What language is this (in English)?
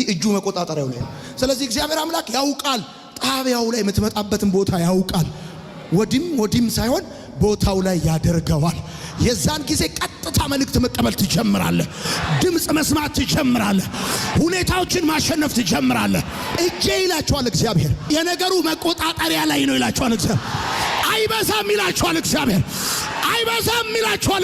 Amharic